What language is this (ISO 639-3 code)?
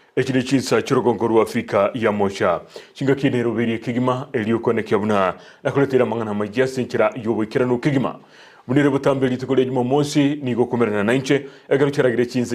guz